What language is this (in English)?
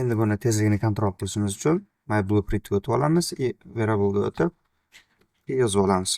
Uzbek